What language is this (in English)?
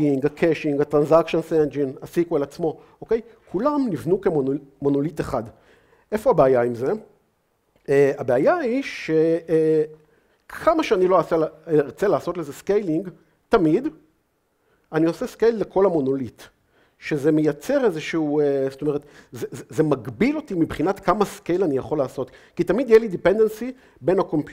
Hebrew